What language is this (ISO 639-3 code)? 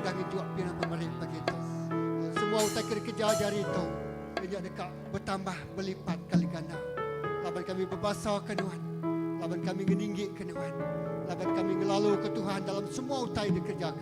iba